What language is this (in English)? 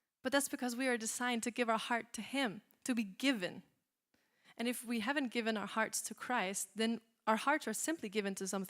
English